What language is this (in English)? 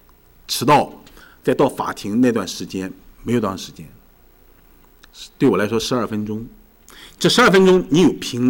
Chinese